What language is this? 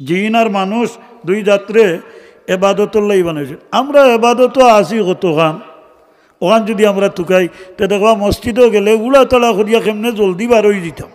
Sylheti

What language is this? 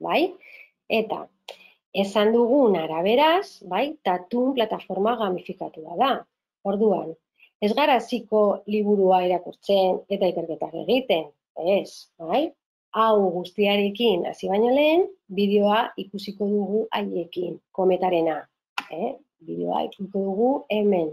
Basque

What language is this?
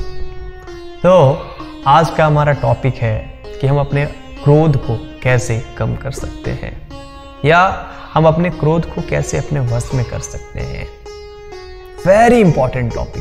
Hindi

